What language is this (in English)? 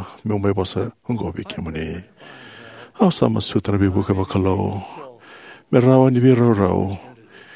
Fijian